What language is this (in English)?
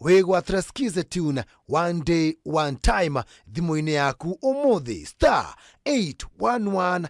Kikuyu